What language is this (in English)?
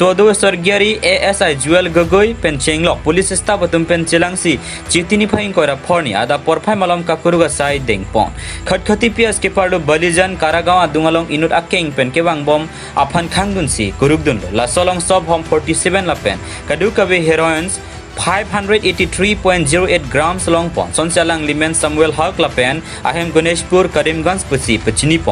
Karbi